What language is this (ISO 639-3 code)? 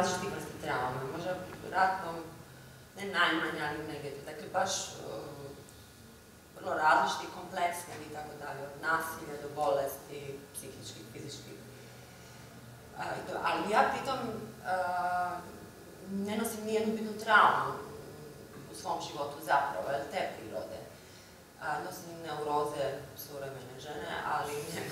hrv